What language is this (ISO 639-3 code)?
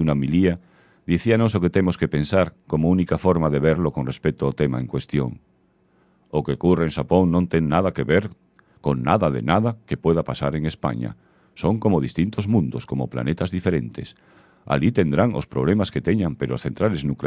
glg